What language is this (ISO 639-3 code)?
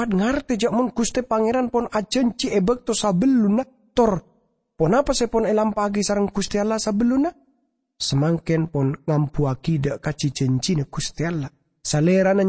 mad